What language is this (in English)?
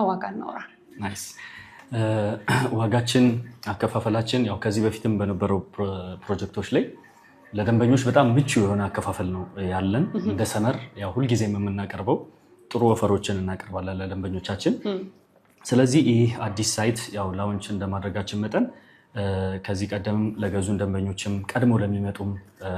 Amharic